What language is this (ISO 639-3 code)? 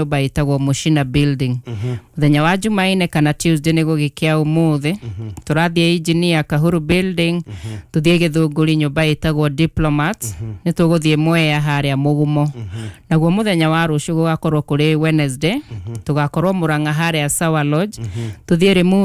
kik